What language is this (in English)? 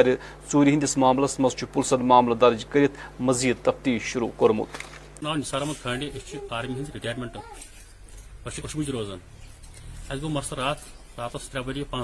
Kashmiri